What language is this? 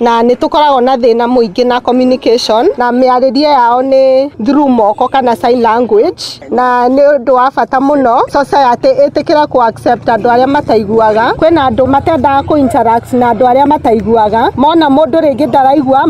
Kikuyu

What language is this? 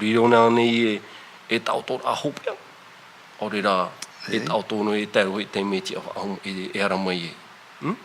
Tahitian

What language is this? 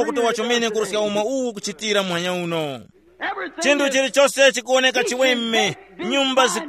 Tumbuka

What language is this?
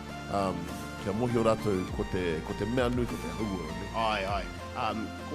Māori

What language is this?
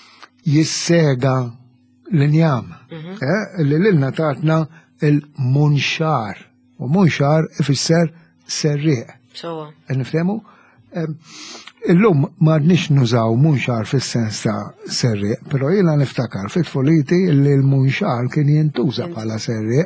Maltese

